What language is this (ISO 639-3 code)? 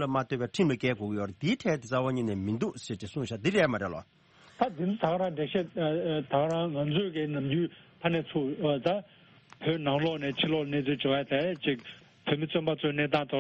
bod